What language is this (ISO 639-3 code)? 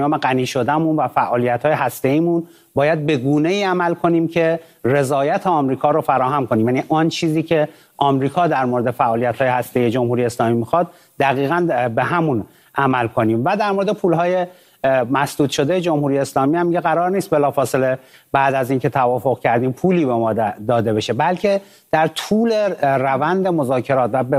fas